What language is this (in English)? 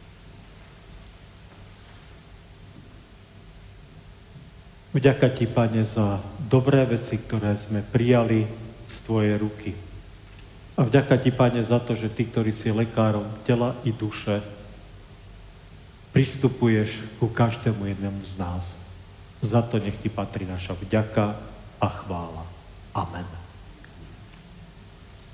Slovak